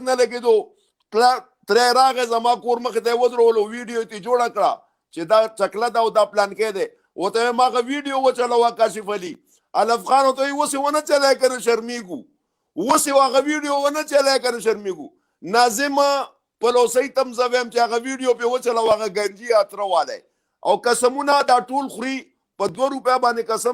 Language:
Pashto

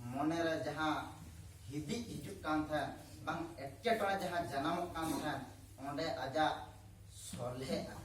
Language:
Santali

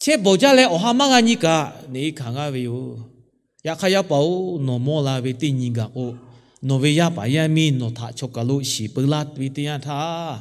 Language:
Lahu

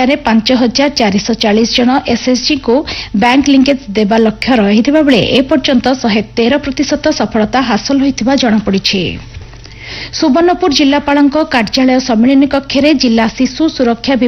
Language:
Odia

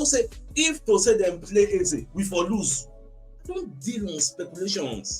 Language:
Nigerian Pidgin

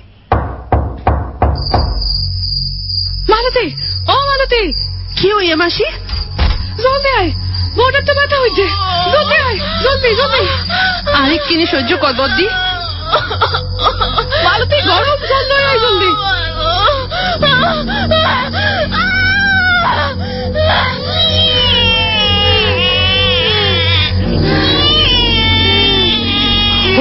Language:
Bangla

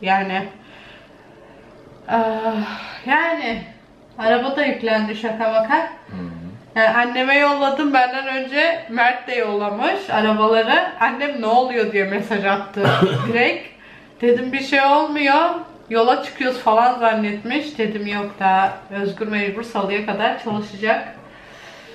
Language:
Turkish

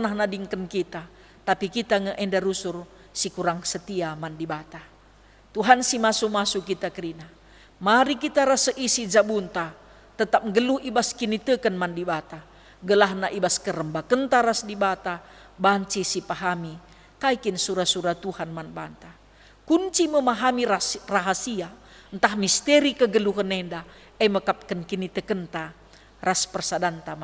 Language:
Batak Karo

